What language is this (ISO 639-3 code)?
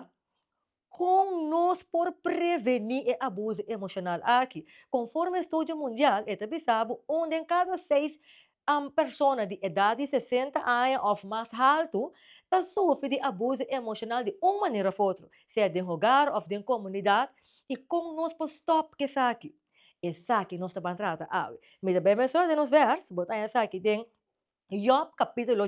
pap